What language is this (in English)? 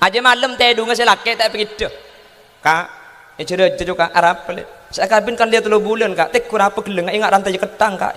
Madurese